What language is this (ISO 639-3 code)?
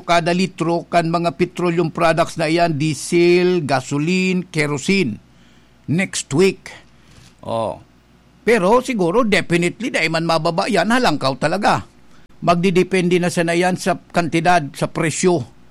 bik